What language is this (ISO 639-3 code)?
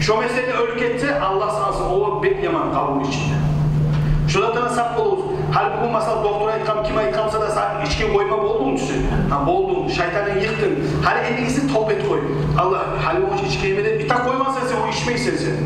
kum